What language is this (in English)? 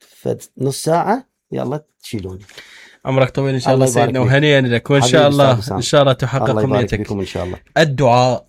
Mesopotamian Arabic